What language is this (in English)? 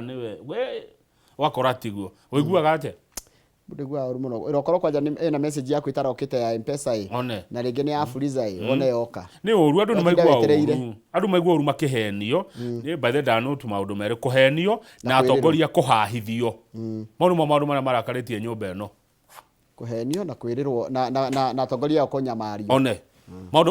Kikuyu